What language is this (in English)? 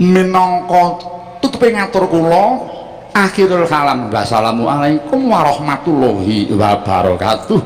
Javanese